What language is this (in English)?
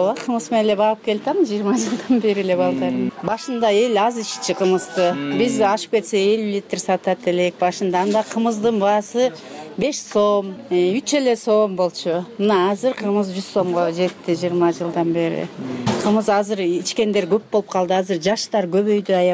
Kyrgyz